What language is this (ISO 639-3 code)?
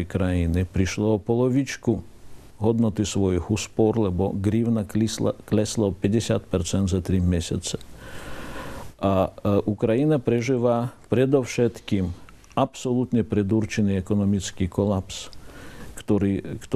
slk